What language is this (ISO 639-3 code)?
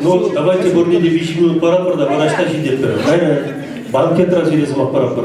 chv